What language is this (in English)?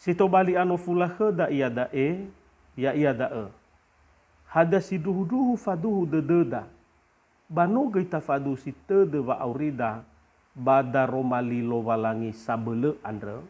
Nias